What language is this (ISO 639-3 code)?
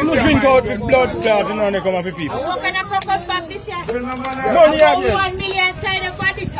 jam